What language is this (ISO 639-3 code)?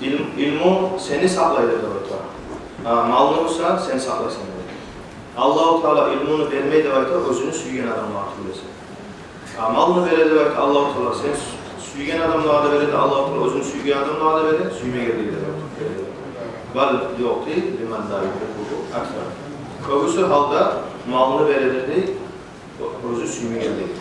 kum